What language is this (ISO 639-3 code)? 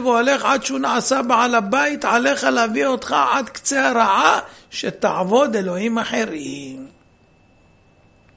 heb